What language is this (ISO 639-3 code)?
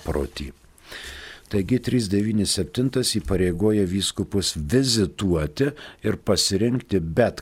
lit